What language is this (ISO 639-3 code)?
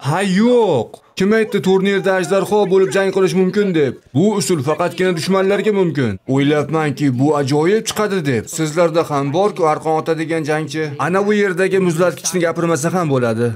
uzb